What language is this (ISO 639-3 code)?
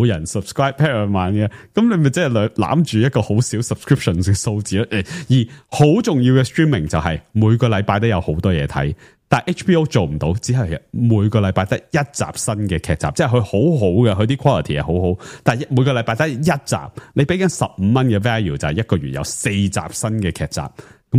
yue